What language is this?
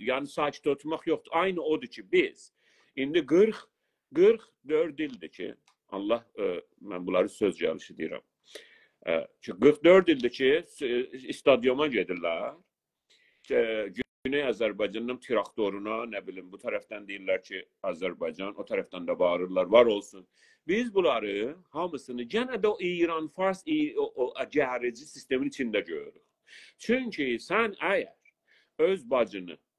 South Azerbaijani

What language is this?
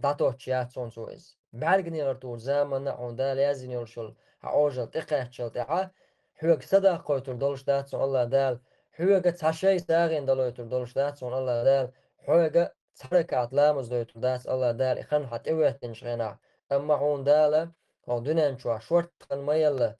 Chechen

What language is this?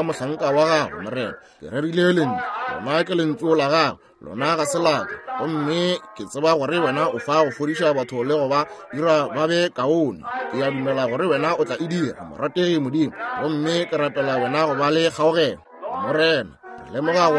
Northern Sotho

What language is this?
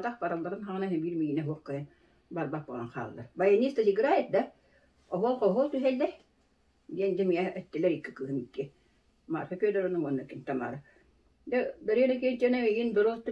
Yakut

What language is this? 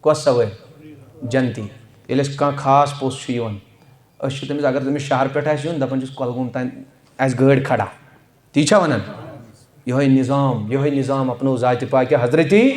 Kashmiri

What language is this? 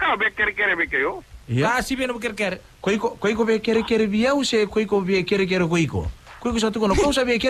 Fijian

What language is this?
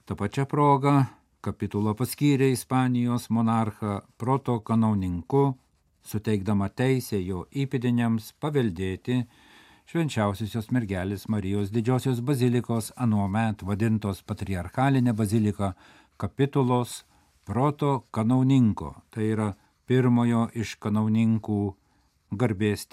Lithuanian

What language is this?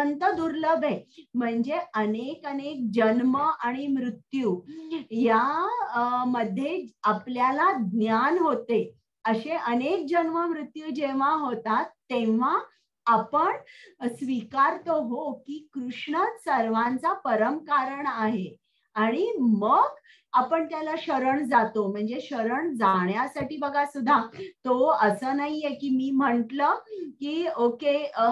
Marathi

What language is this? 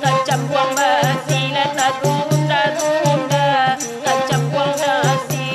Minangkabau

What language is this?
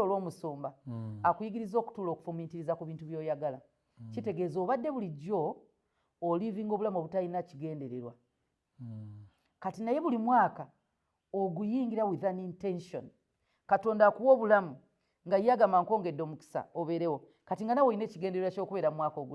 Ganda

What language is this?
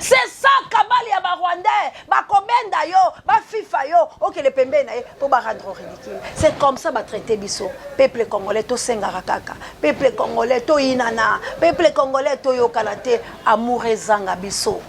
Lingala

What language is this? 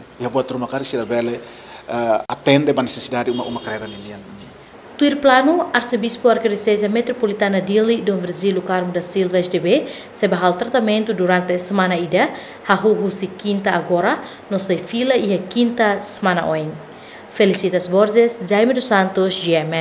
Tetum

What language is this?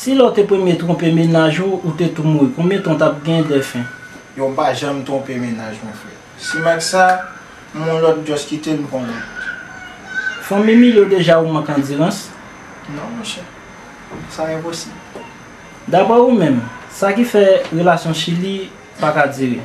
Haitian Creole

